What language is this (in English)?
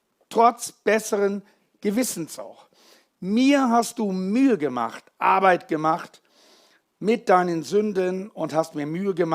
Swiss German